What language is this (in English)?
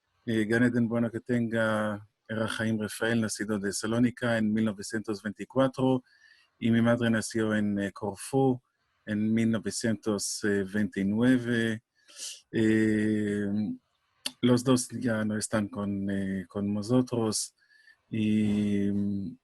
Ladino